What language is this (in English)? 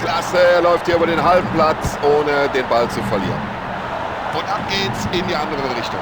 Bavarian